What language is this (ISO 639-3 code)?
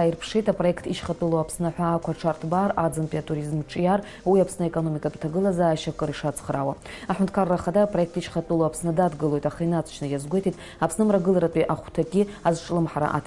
abk